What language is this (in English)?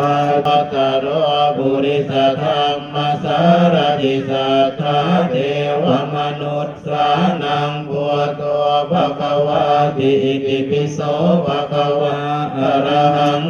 Pali